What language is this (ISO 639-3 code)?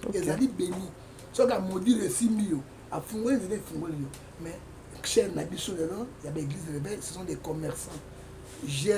lin